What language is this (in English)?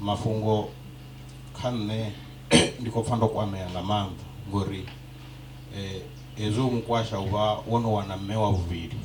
Venda